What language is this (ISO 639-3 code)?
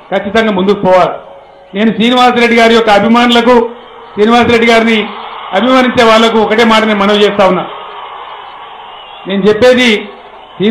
tel